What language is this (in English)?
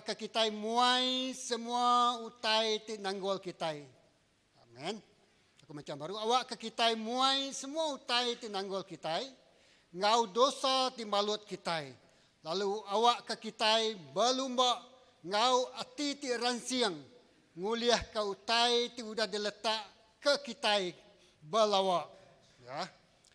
Iban